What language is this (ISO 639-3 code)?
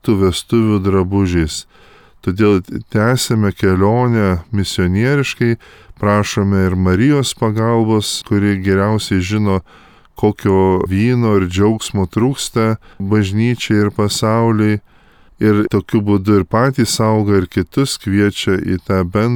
lit